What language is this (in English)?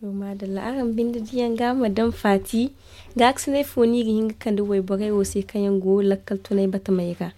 Zarma